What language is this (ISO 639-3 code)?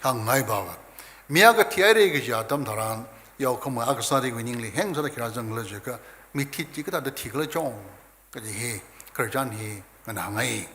nmf